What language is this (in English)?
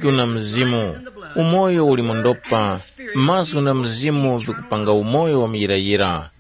Tumbuka